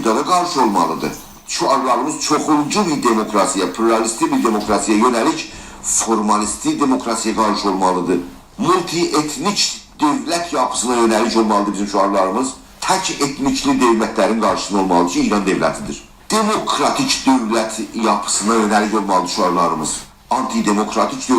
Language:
South Azerbaijani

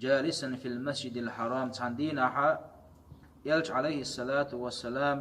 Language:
Chechen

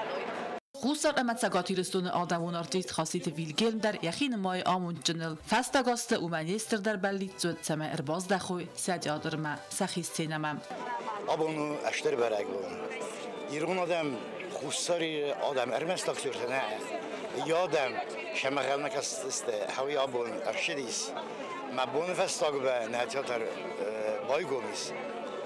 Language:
Ossetic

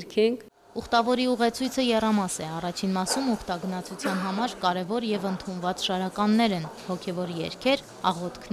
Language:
Armenian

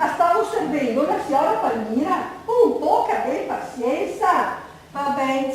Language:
Venetian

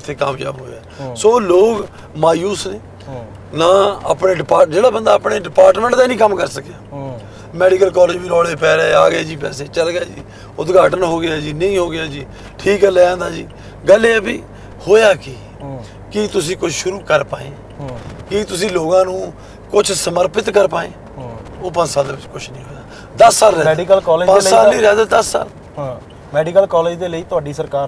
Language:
Punjabi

